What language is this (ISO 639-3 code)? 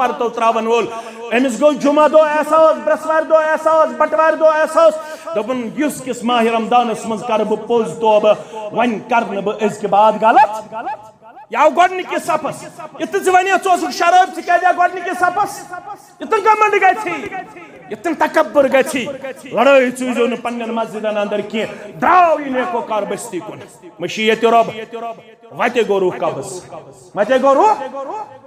kas